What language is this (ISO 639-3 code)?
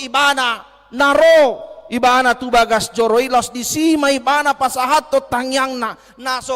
bbc